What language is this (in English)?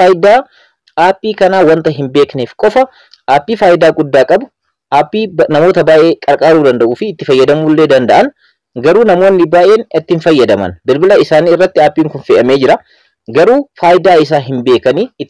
Oromo